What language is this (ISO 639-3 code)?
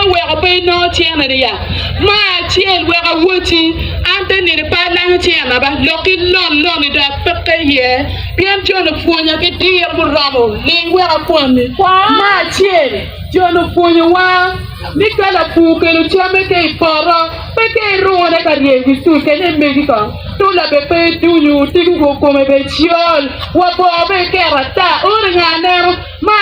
ach